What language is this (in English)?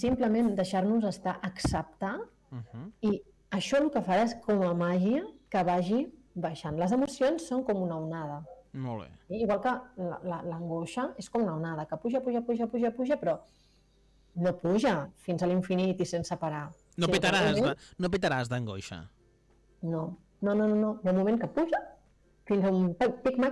Catalan